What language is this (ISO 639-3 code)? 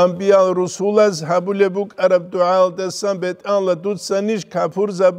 ava